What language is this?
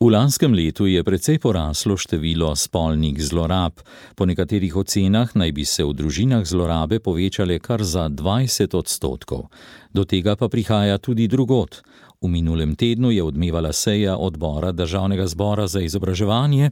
Slovenian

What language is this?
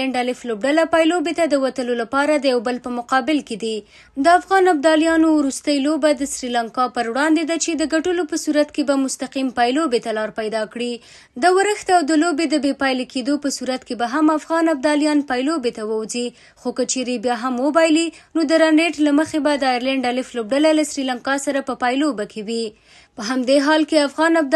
Pashto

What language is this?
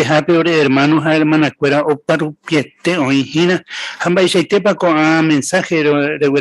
Guarani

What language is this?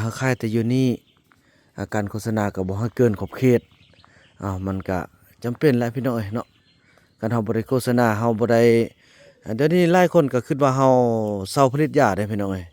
Lao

